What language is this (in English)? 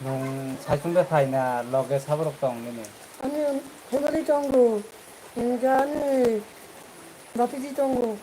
Kok Borok